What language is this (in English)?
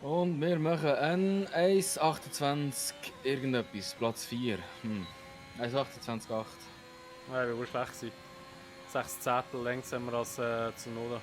Swiss German